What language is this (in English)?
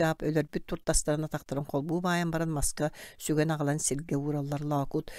Yakut